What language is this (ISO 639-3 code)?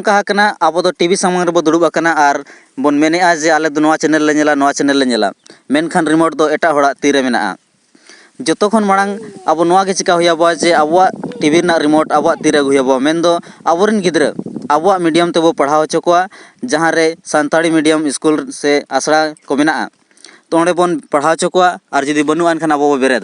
sat